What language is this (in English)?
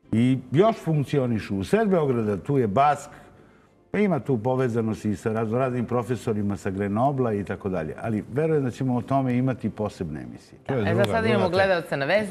Serbian